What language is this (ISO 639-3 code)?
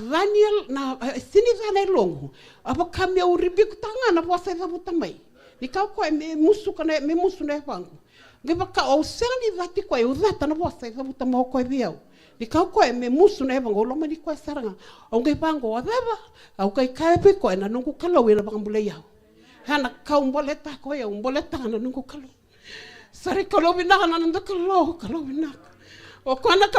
fij